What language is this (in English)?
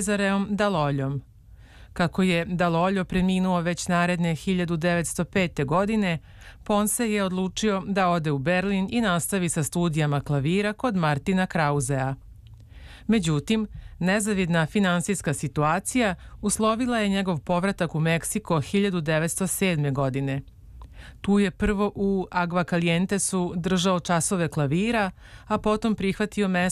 Serbian